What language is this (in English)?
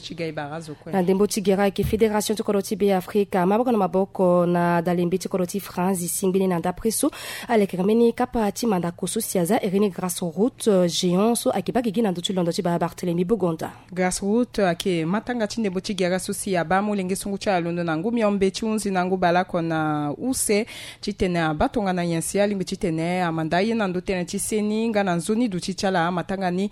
Sango